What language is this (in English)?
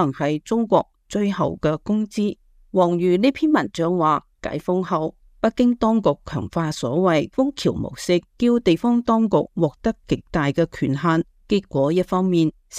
Cantonese